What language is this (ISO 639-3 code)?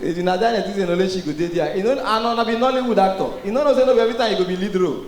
pcm